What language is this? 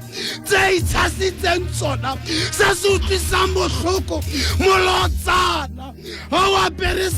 Tswana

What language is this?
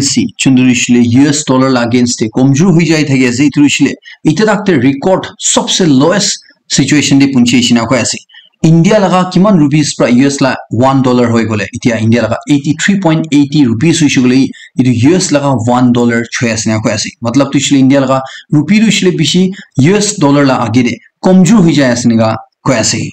Naga Pidgin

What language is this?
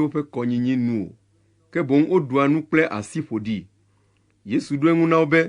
Ewe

